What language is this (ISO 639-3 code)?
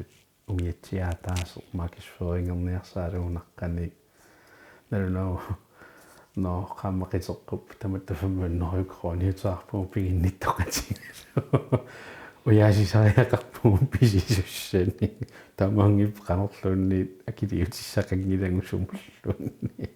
kal